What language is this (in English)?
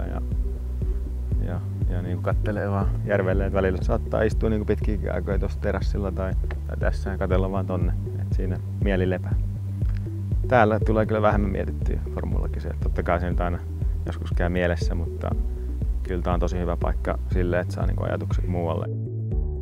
Finnish